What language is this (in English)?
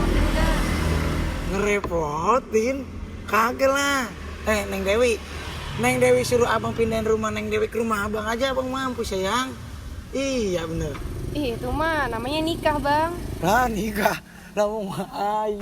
Betawi